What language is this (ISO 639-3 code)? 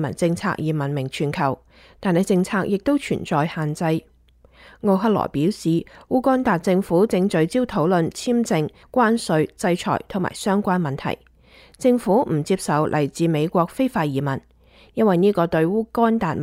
yue